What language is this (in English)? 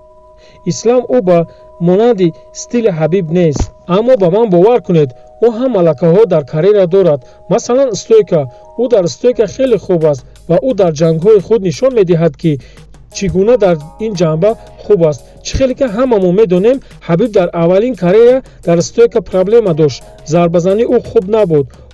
Tajik